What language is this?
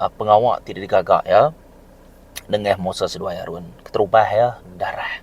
Iban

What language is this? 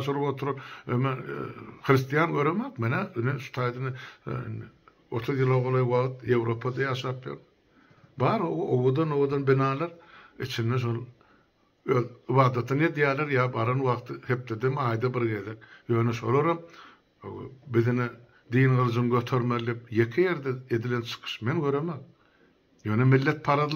Turkmen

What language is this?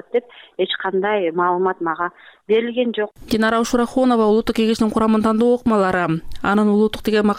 Kyrgyz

